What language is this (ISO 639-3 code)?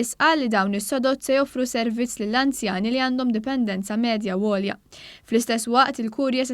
mlt